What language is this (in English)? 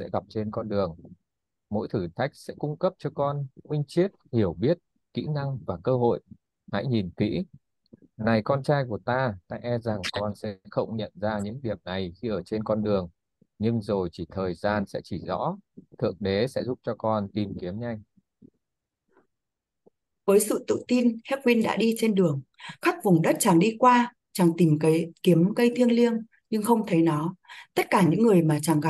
Vietnamese